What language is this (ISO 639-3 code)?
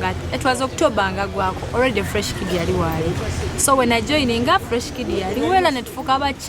lug